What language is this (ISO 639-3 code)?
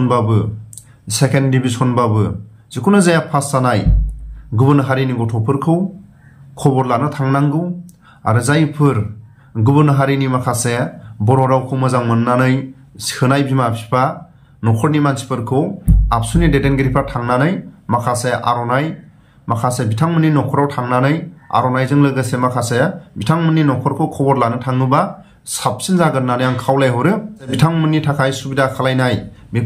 brx